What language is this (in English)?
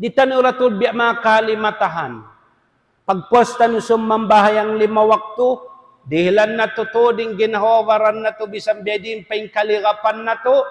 Tausug